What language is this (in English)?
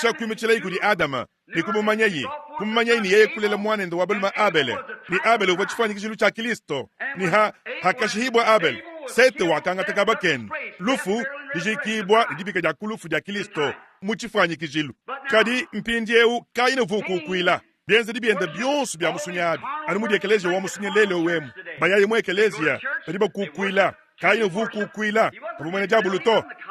Luba-Lulua